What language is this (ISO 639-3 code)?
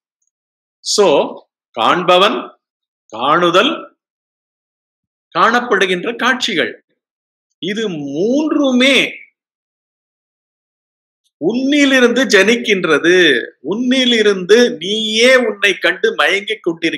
tam